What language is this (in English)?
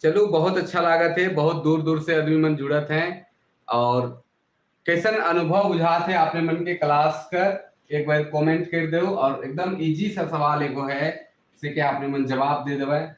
Sadri